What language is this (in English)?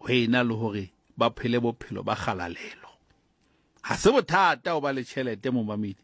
Southern Sotho